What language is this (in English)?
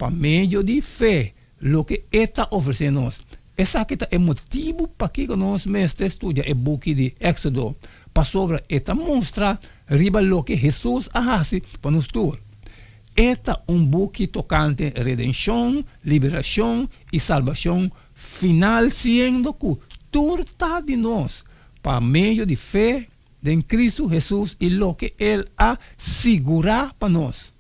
Papiamento